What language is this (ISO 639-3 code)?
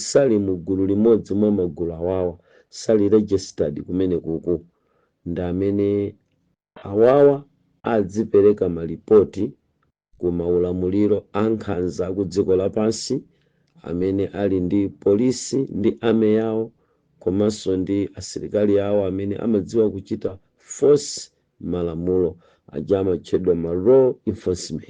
nya